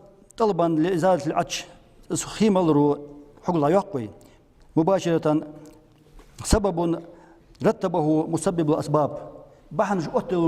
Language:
Ingush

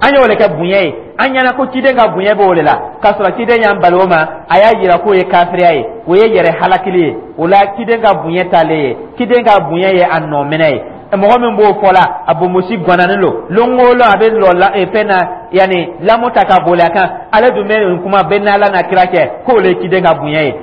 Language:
Dyula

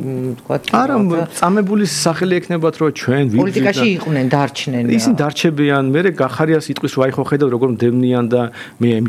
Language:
Georgian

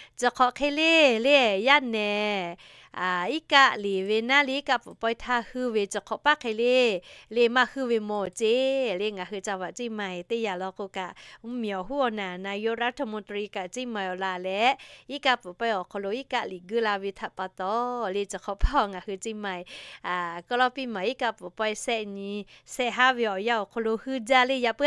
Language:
Lahu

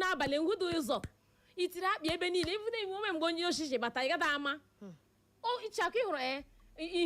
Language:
Igbo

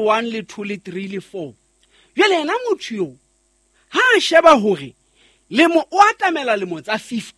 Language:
Southern Sotho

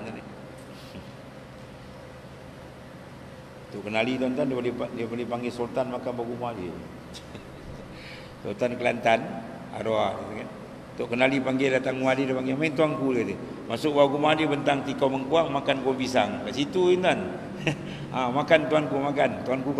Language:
Malay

